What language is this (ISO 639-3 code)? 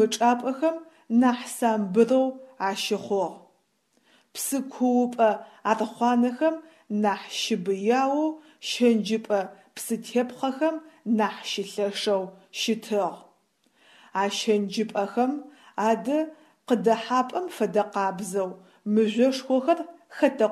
ady